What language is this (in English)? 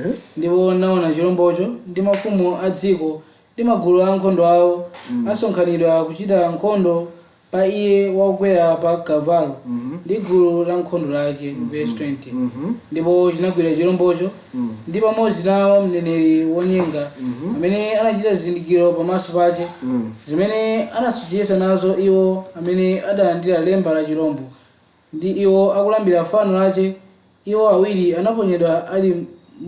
Nyanja